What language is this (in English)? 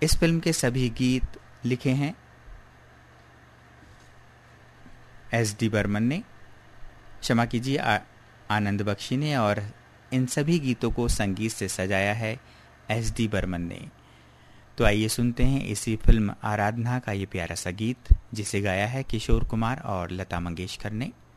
Hindi